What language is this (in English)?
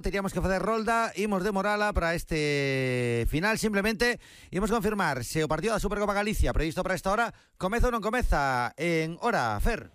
Galician